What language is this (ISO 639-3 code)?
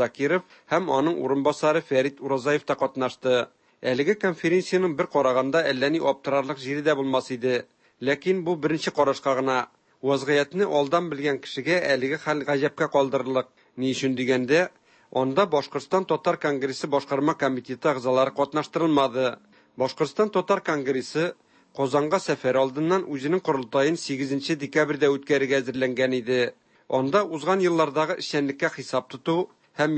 tat